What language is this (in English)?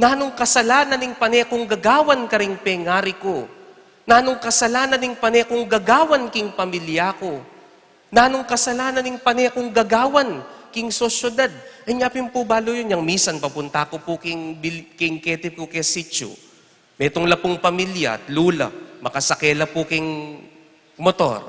Pampanga